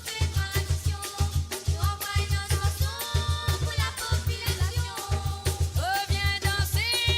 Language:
Morisyen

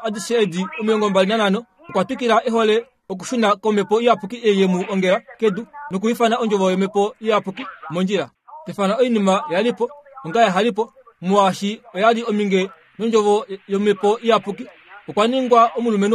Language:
Kuanyama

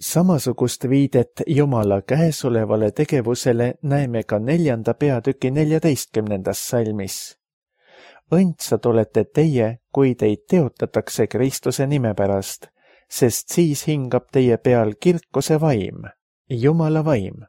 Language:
Estonian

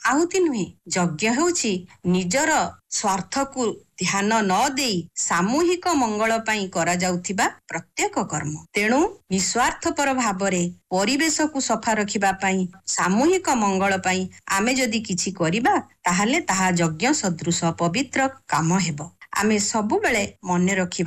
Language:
Odia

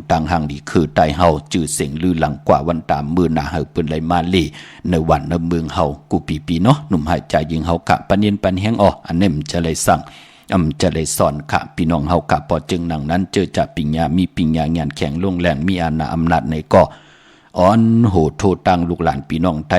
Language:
Shan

